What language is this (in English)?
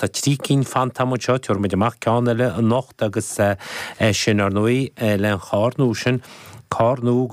Irish